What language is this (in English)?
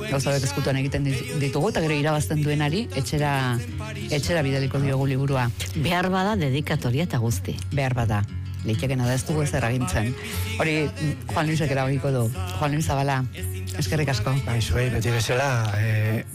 Basque